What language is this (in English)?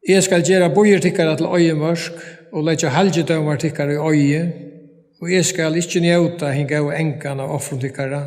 Faroese